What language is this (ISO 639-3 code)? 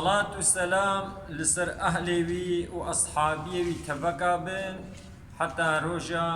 kur